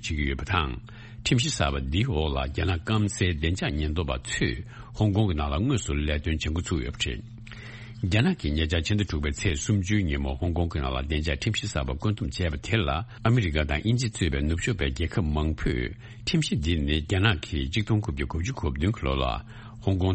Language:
Tibetan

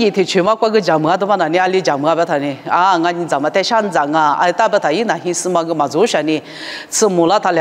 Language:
Lisu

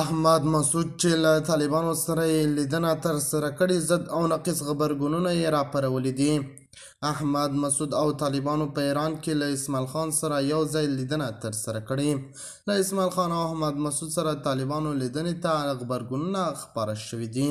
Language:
Pashto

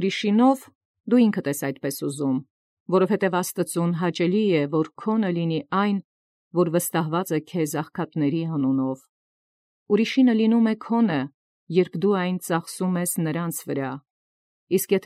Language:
Armenian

